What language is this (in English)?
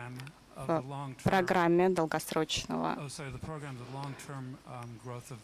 Russian